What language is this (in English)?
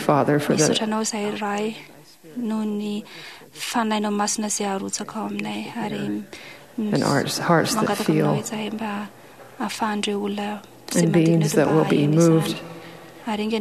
Malagasy